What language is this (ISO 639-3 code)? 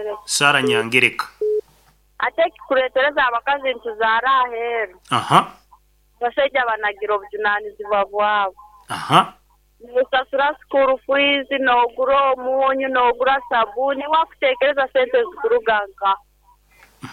nyn